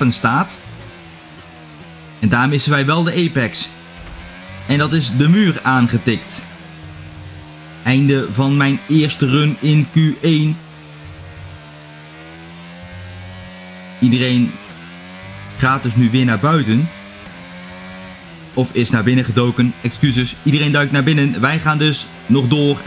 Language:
Dutch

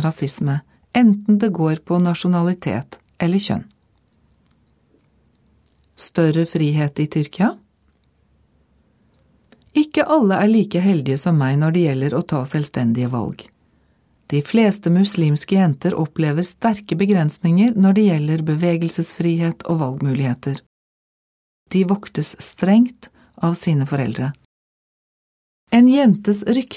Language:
Norwegian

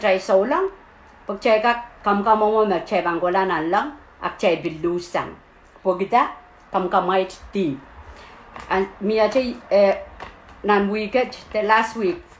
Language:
Pohnpeian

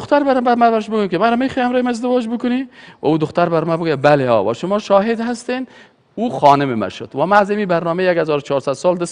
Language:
Persian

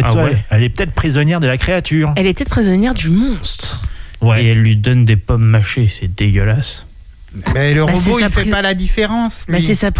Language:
French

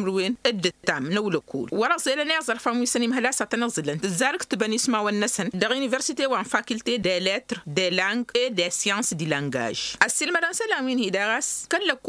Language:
Tamasheq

